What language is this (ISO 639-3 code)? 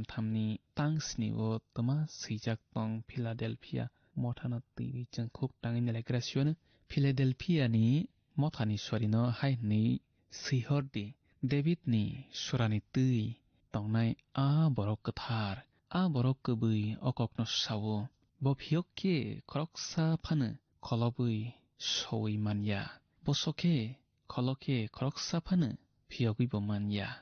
trp